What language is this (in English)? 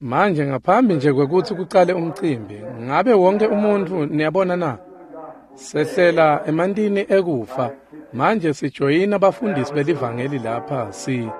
Swati